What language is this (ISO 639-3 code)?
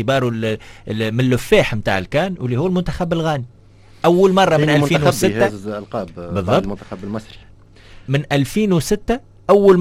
aeb